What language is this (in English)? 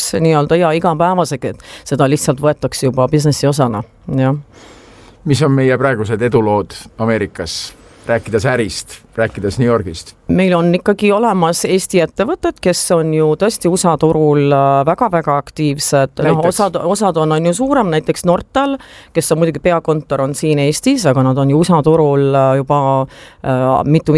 Estonian